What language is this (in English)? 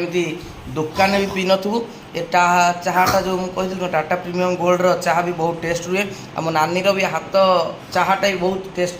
Odia